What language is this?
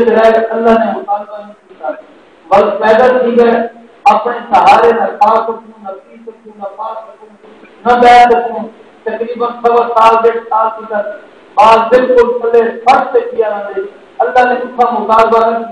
Saraiki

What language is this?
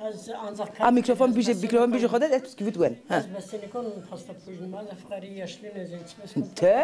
Zaza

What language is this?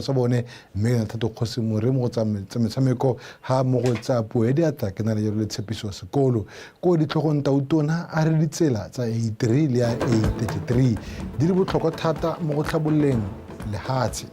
Tswana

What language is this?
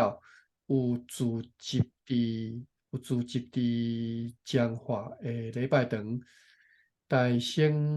Min Nan Chinese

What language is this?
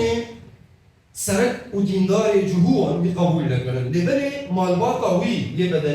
Kurdish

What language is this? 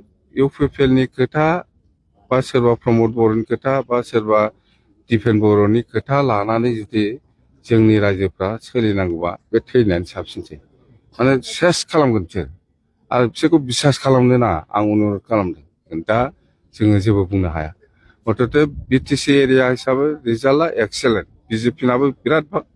Bodo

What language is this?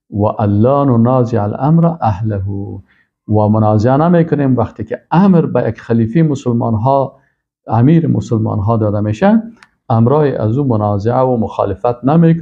Persian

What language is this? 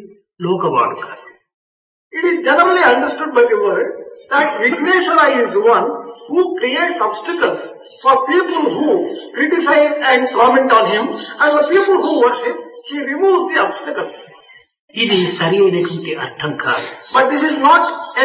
Telugu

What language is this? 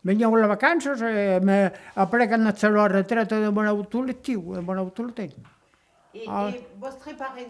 Occitan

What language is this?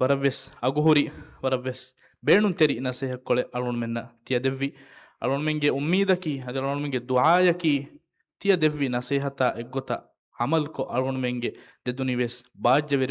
Divehi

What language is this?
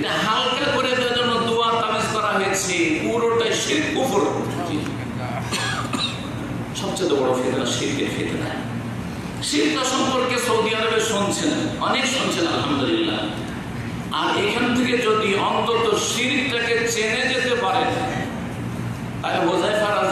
Bangla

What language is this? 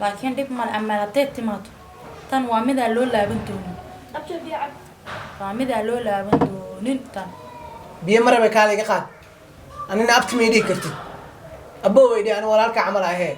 Somali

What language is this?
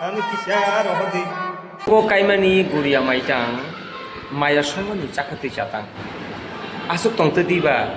Kok Borok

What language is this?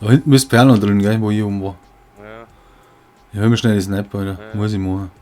Bavarian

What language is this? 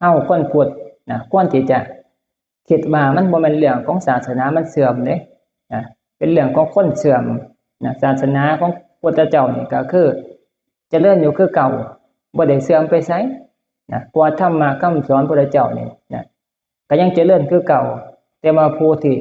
Northeastern Thai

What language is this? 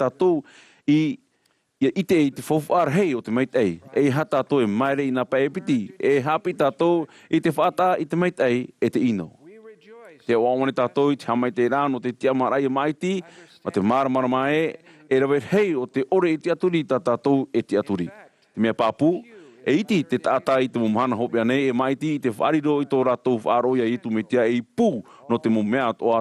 Tahitian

